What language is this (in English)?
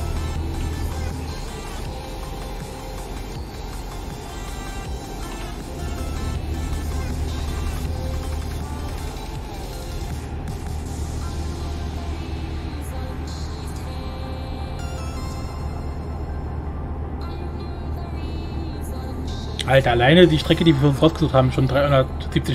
German